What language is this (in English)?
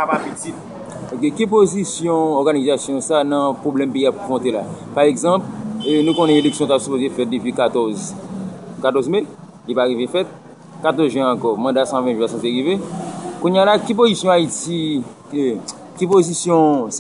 Haitian Creole